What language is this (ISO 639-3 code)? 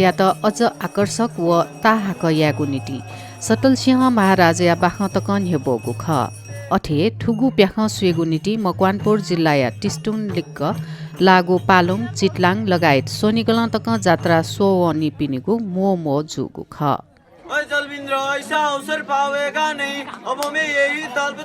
new